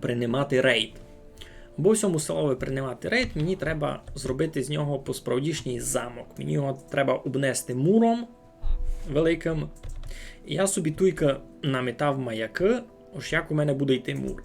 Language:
Rusyn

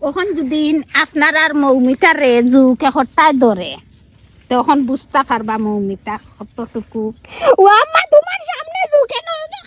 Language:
Sylheti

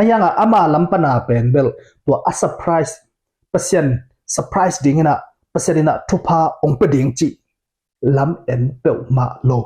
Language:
Tedim Chin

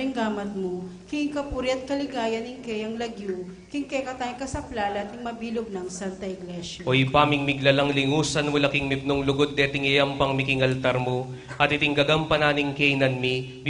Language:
Pampanga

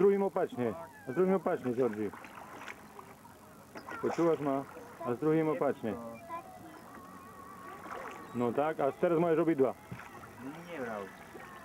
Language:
Slovak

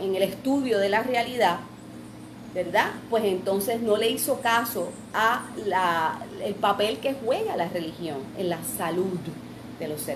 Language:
Spanish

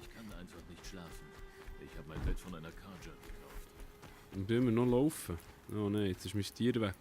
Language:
Swiss German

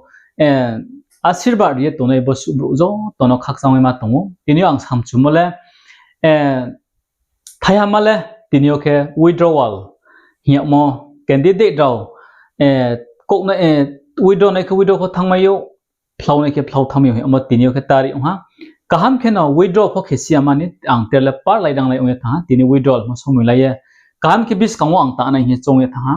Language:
Riang (India)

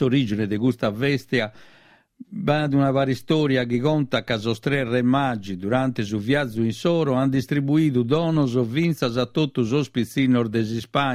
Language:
Sardinian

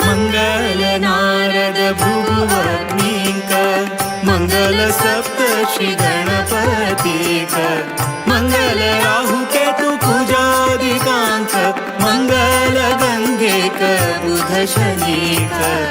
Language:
Konkani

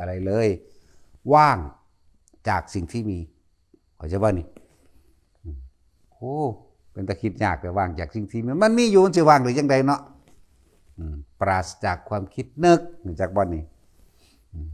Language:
Northeastern Thai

